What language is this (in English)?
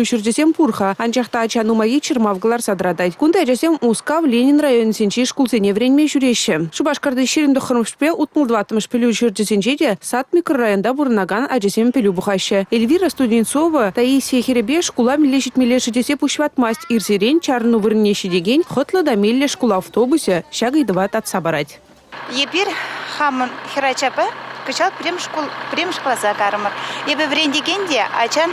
Chuvash